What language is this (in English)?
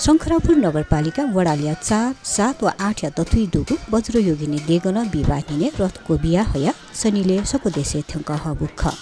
Newari